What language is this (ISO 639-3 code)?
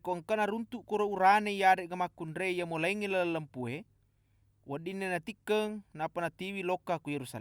bug